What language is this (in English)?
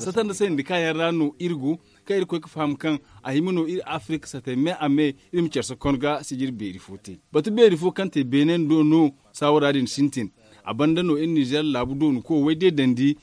Zarma